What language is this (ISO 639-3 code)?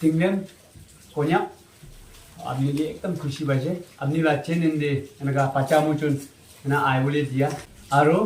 nag